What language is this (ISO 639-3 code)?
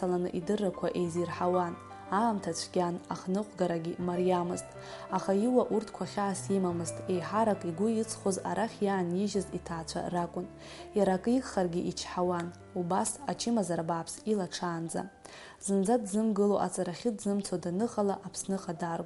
abk